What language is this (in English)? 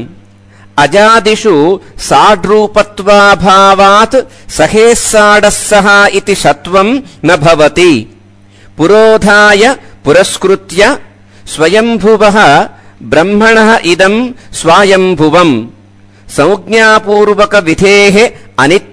Sanskrit